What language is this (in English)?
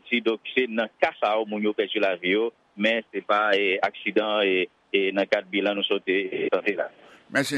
Haitian Creole